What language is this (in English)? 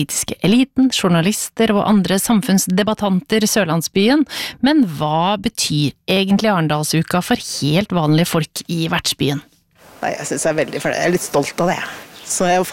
Norwegian